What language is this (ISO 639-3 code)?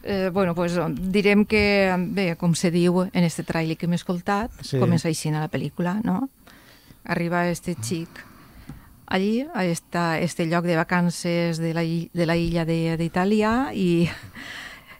cat